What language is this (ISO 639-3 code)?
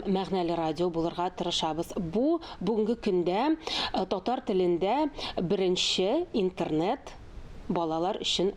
tat